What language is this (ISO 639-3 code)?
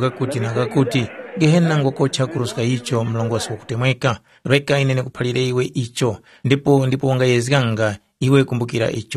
tum